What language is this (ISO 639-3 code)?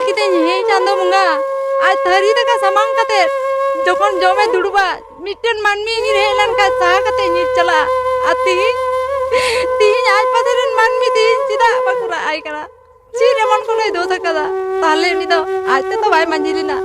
sat